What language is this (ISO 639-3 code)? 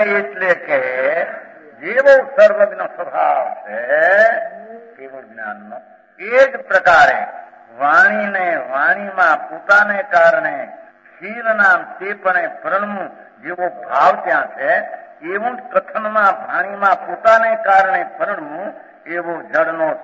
guj